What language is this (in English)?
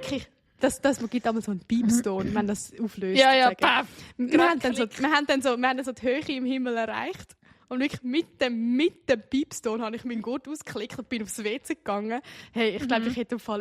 Swiss German